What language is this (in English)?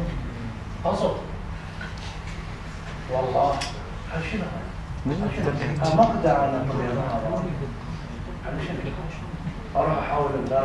Mesopotamian Arabic